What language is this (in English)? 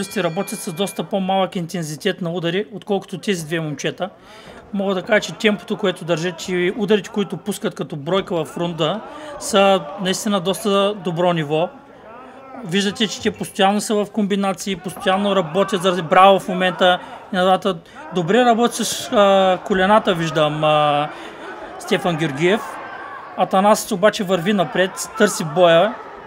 Bulgarian